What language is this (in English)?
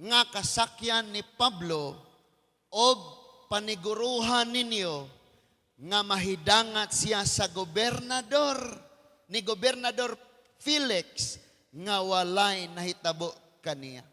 Cebuano